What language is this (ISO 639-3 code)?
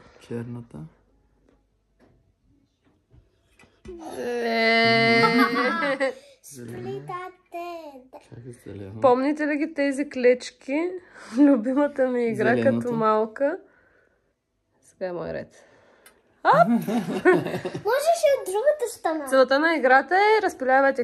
bul